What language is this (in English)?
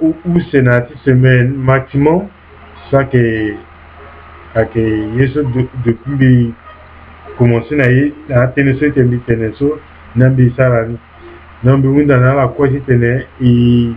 Sango